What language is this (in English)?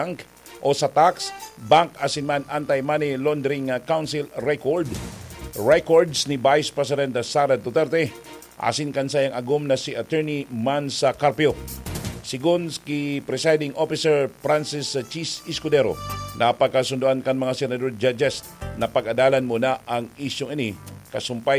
Bikol